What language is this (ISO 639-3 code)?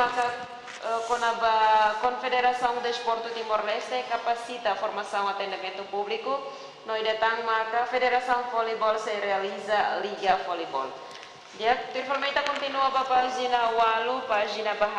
tet